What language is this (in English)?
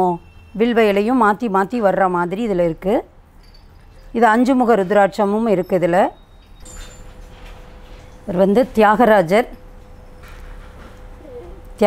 Tamil